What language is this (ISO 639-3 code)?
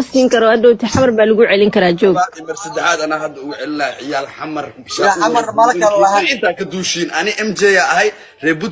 som